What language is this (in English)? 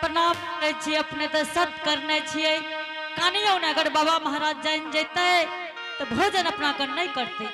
Angika